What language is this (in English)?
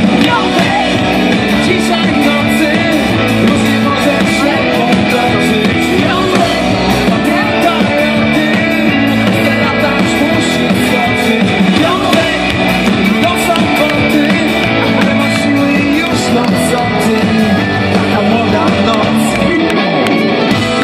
Polish